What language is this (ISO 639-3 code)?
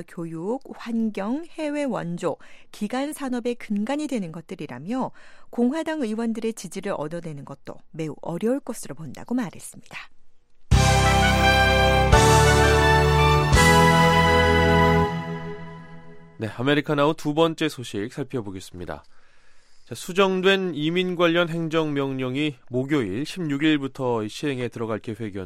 kor